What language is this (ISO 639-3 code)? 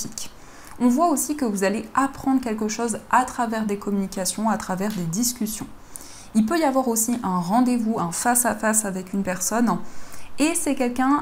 fra